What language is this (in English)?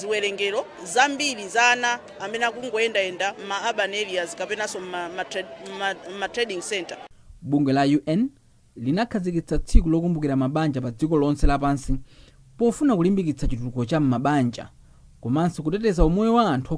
Nyanja